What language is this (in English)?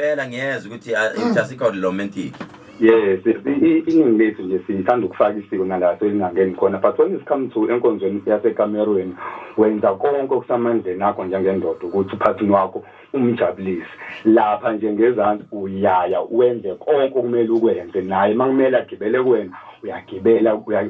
Zulu